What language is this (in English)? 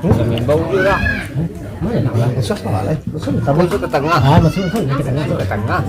Minangkabau